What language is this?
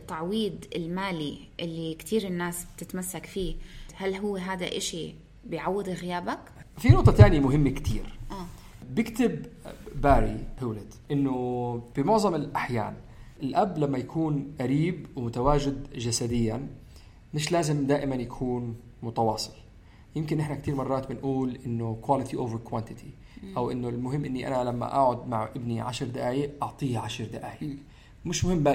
North Levantine Arabic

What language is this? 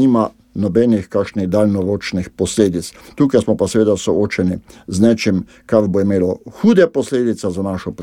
Slovenian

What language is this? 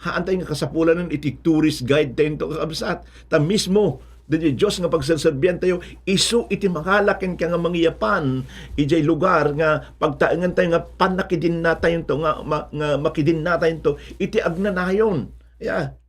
Iloko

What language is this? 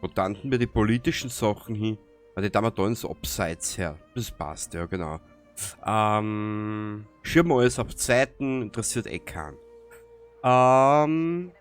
Bavarian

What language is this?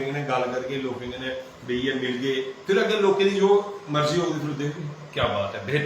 Dogri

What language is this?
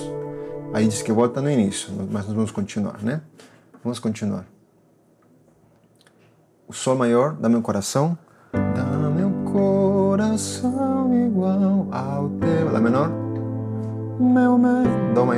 Portuguese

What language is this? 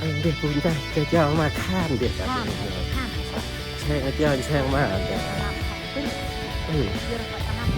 Central Mnong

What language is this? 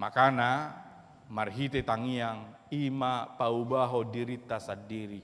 Batak Toba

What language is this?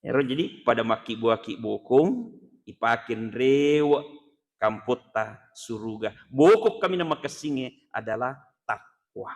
Buginese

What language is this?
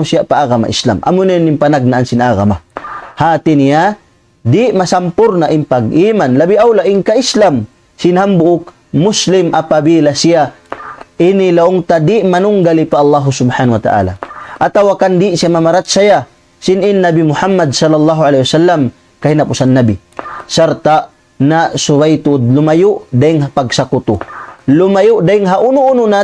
Tausug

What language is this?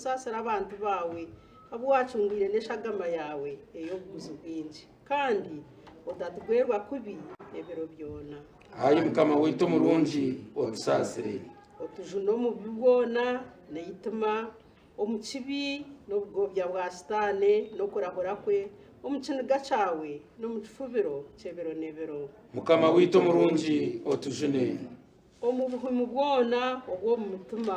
Nyankole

